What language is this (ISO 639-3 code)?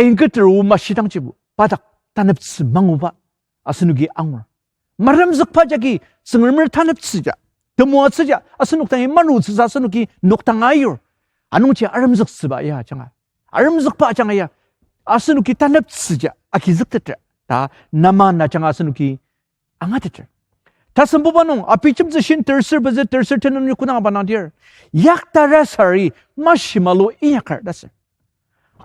njo